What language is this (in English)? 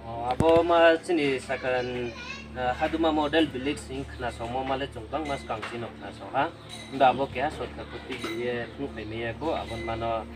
Riang (India)